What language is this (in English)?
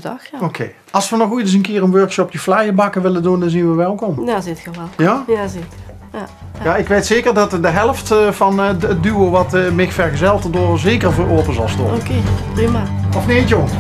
Limburgish